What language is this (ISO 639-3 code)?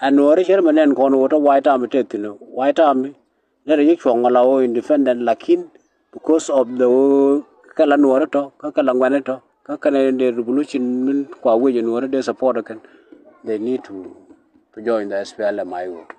nus